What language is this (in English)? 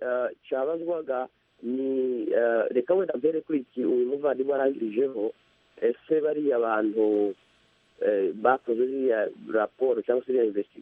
Kinyarwanda